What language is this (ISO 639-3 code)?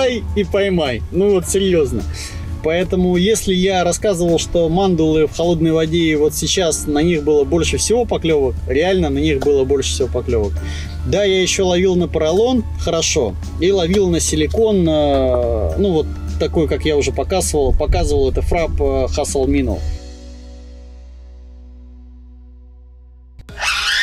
rus